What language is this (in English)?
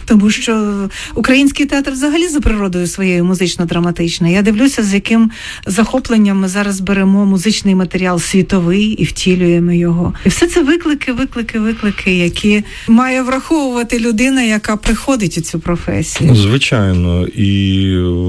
Ukrainian